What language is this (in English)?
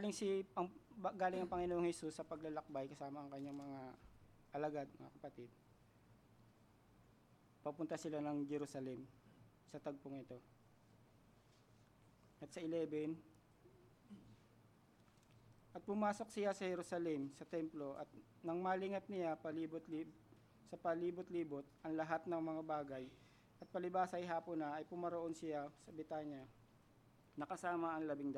Filipino